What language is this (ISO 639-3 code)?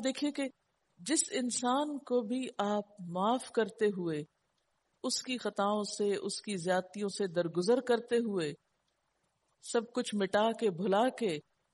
urd